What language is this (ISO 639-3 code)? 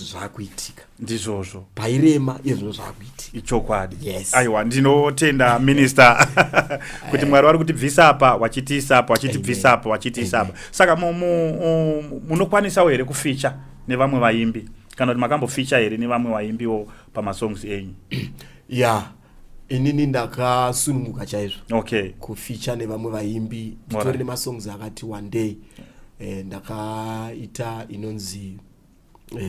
sna